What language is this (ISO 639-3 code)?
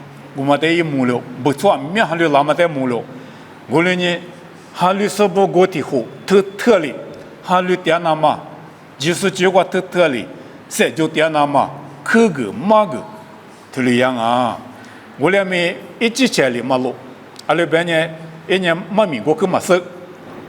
lis